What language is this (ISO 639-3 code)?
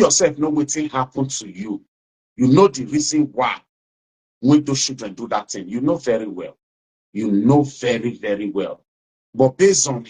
pcm